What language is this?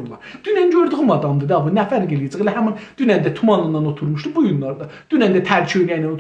South Azerbaijani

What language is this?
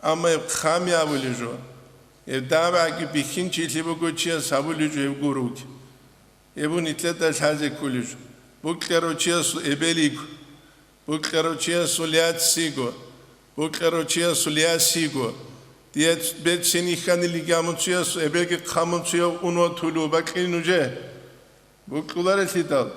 Avaric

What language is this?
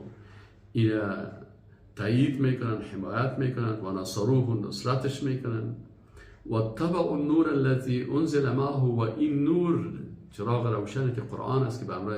Persian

